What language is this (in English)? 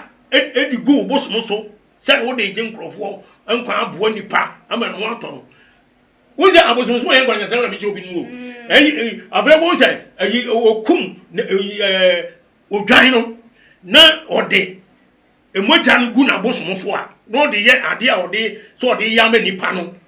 Akan